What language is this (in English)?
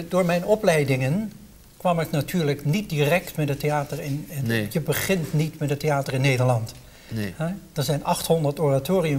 Dutch